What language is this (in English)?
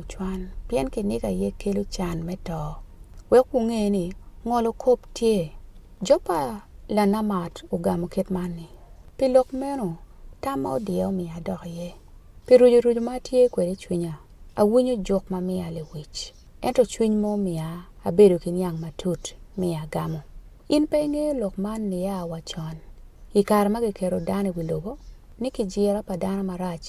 Acoli